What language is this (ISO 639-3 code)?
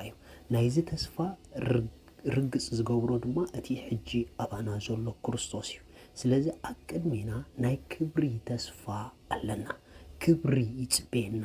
tir